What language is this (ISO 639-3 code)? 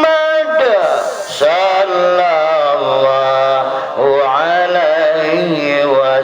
btd